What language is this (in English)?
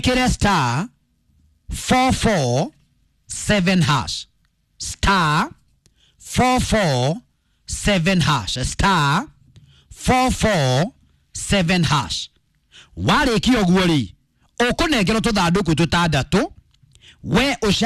Kikuyu